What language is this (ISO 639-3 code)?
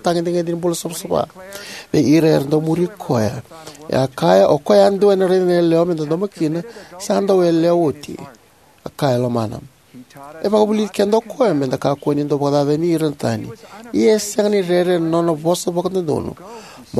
fij